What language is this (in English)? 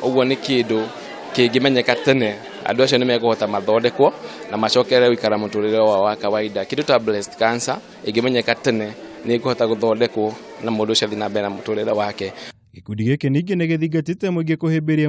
Kikuyu